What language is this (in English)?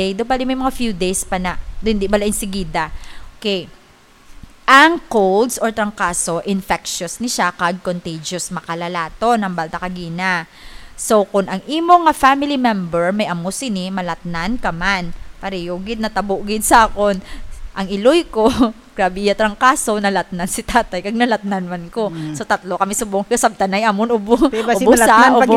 Hiligaynon